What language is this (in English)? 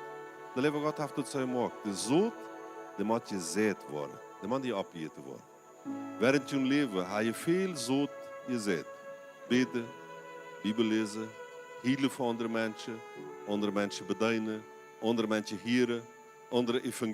Plautdietsch